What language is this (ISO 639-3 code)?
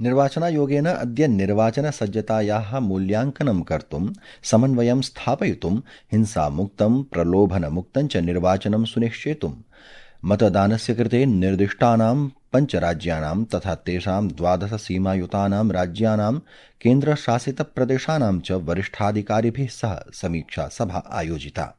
san